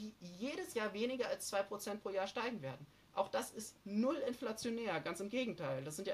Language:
German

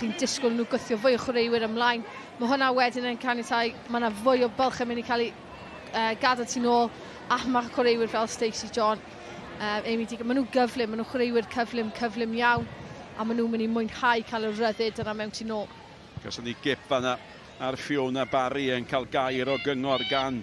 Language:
Welsh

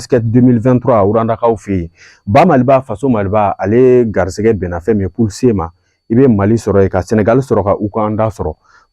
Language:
Bambara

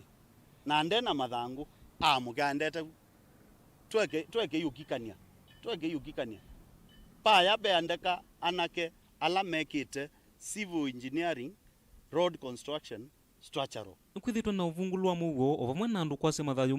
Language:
Kamba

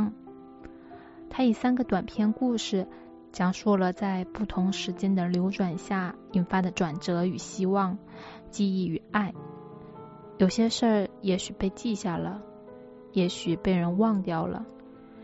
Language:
Chinese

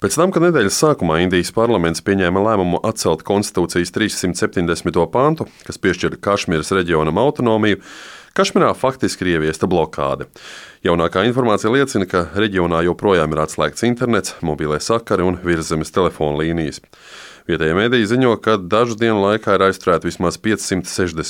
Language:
Latvian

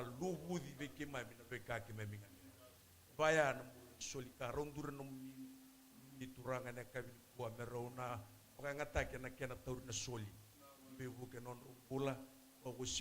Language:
Fijian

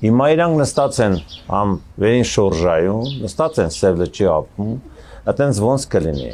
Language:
Armenian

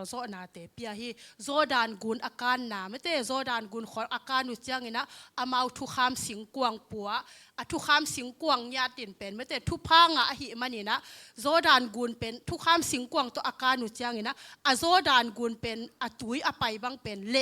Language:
Tedim Chin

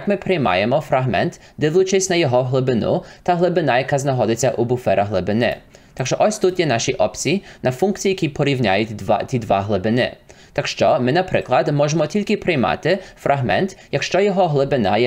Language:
Ukrainian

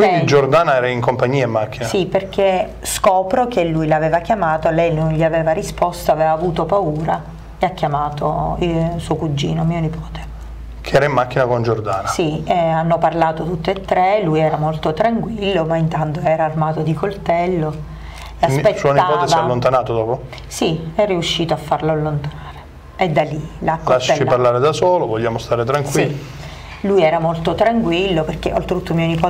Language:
Italian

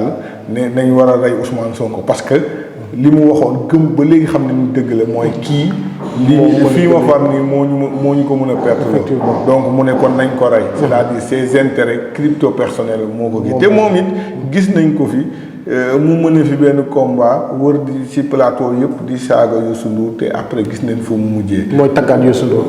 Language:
Wolof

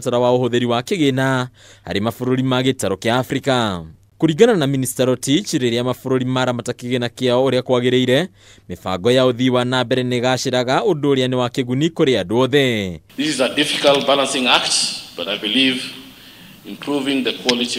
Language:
Kikuyu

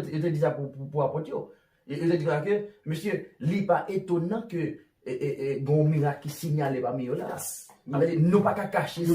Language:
Haitian Creole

